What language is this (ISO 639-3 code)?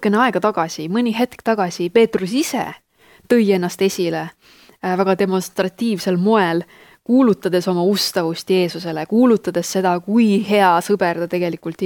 est